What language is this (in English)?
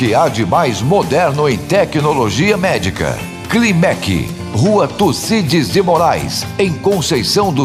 Portuguese